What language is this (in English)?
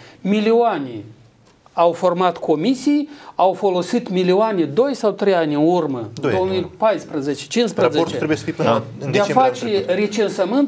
Romanian